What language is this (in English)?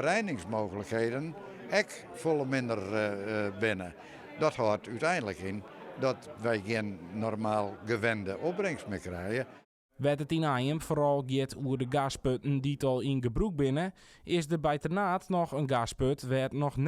Western Frisian